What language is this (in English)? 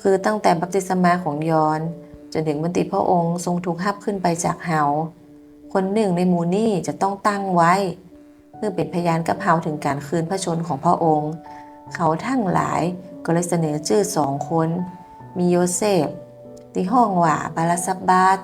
Northern Thai